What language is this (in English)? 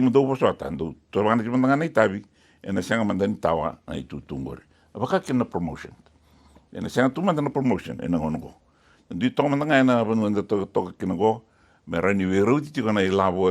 Fijian